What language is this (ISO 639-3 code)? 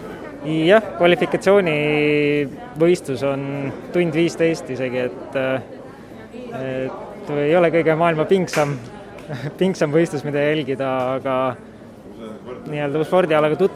est